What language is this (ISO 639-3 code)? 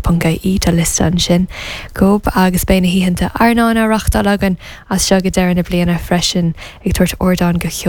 gle